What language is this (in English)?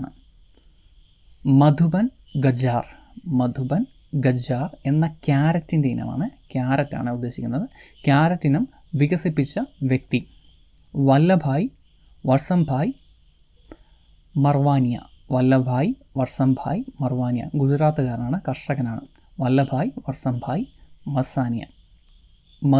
Malayalam